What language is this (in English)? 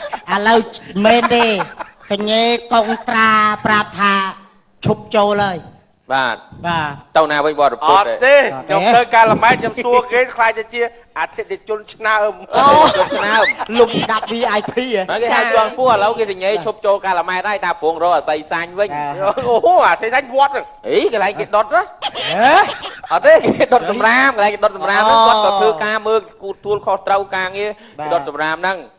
Khmer